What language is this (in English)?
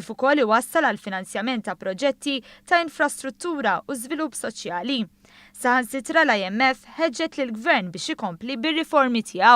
Maltese